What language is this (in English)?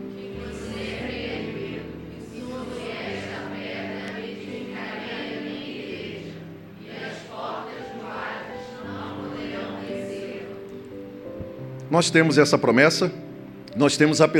Portuguese